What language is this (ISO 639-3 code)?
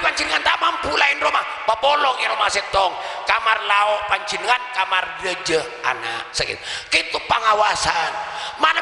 mad